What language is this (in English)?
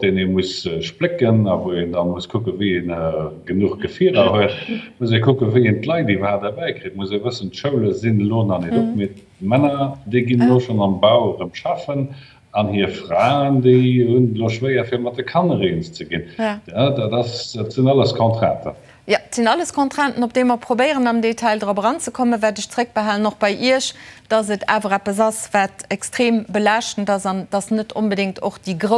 Luxembourgish